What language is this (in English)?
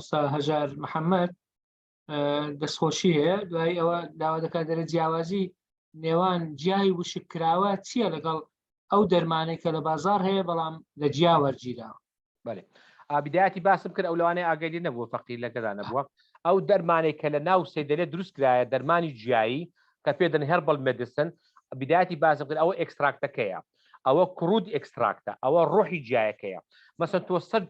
Central Kurdish